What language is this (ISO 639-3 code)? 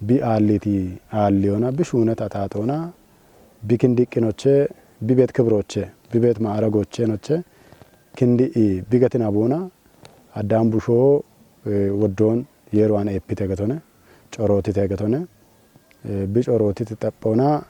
kbr